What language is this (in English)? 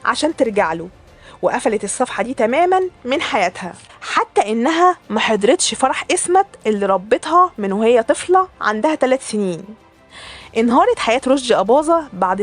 Egyptian Arabic